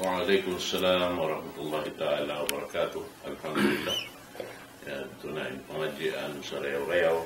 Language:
Tausug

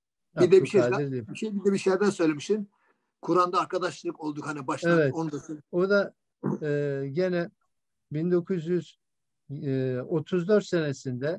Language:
Turkish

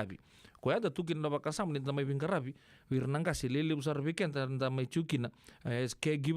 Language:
Fijian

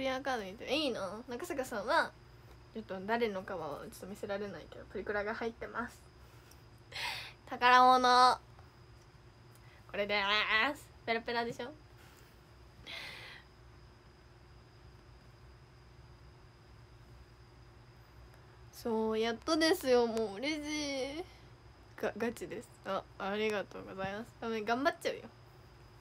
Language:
Japanese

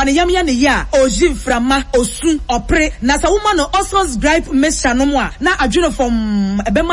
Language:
Akan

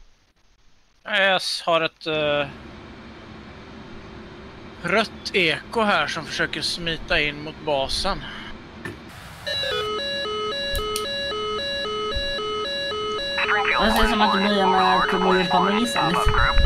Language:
Swedish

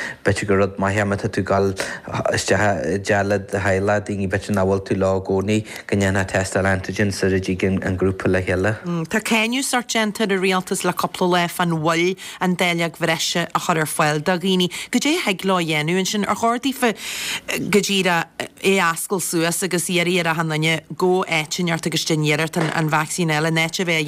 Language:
Irish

